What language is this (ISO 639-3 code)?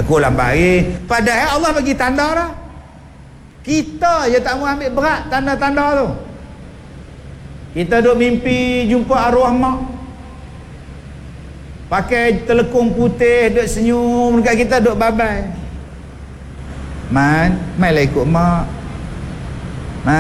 msa